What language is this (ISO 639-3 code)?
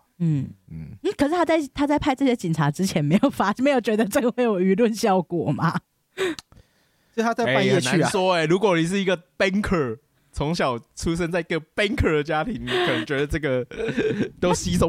zho